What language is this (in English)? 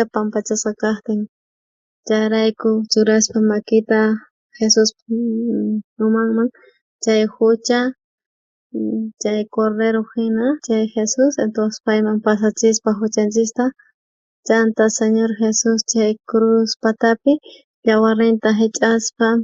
South Bolivian Quechua